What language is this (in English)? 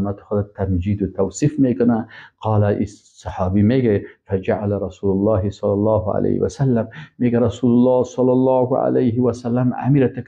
Persian